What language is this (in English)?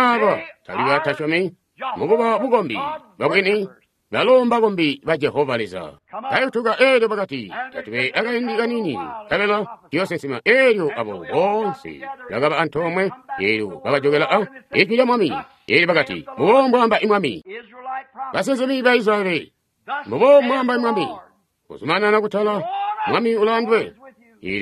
Tonga (Zambia)